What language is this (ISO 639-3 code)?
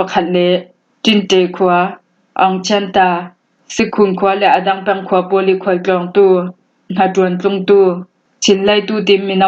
cnh